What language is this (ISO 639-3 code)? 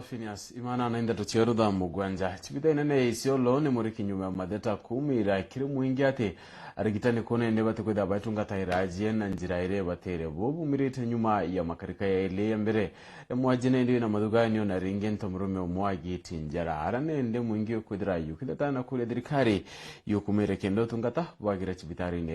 mer